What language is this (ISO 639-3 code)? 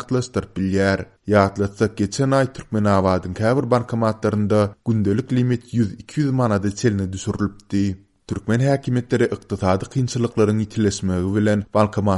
tuk